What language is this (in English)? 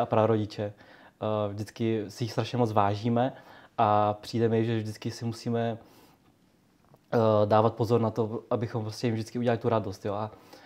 Czech